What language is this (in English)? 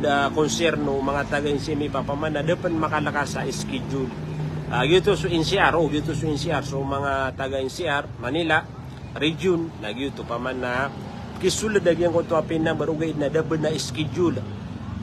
Maranao